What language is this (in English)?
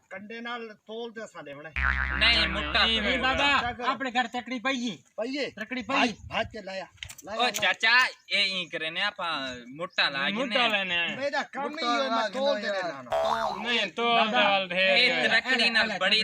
Saraiki